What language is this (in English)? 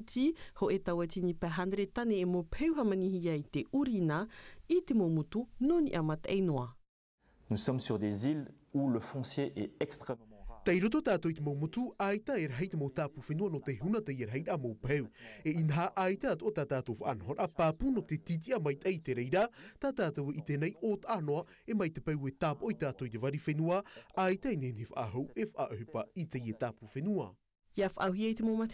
Tahitian